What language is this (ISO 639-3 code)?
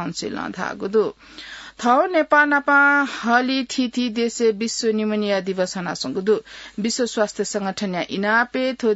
new